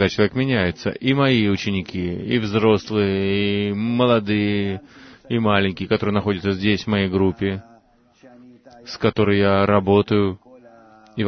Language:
Russian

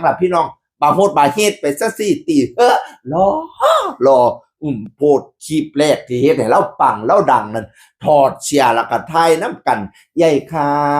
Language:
Northeastern Thai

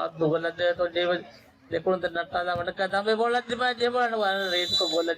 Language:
Divehi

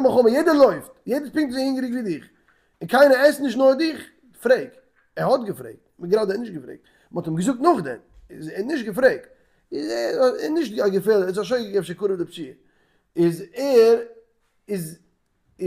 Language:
Yiddish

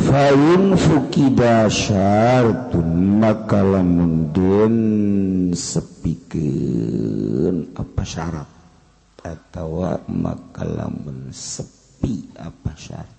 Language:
Sundanese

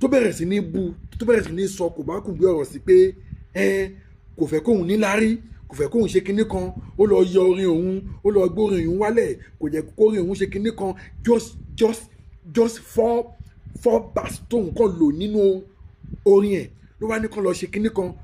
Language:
Yoruba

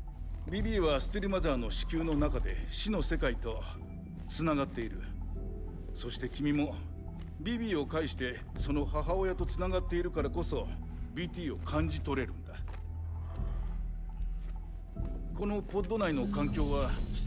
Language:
Japanese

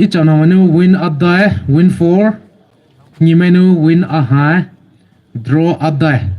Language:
Poumei Naga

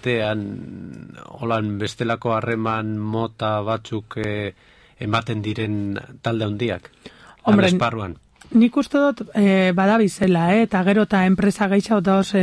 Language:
Basque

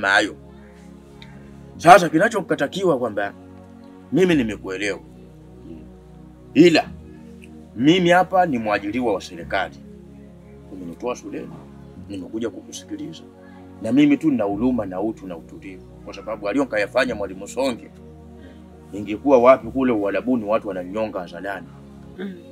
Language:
Swahili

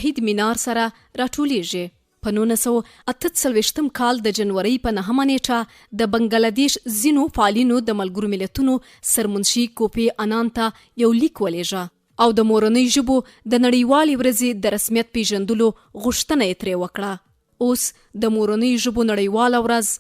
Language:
Pashto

